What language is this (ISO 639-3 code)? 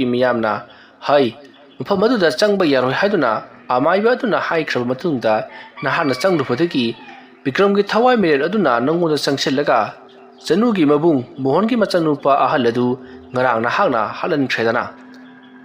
mni